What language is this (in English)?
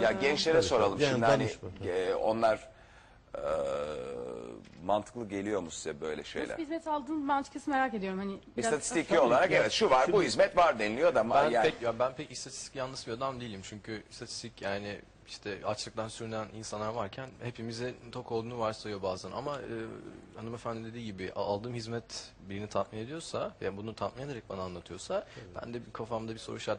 Turkish